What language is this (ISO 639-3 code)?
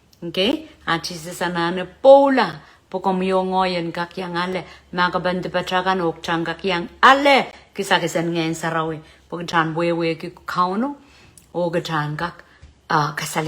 pon